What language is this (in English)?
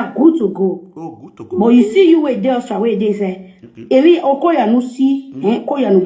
Nigerian Pidgin